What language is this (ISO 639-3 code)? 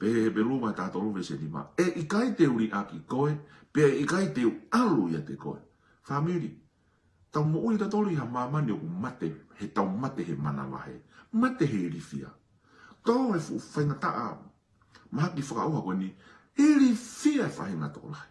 ton